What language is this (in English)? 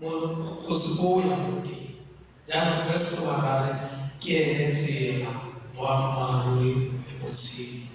Tswana